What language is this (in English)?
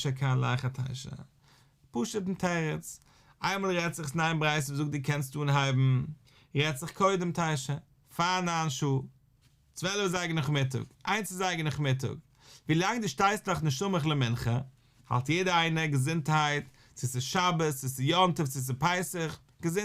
Yiddish